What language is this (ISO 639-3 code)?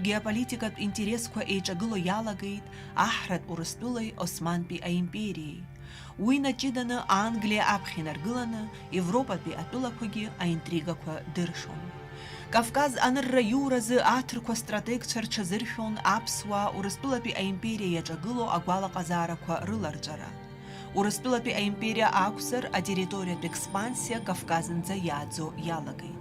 abk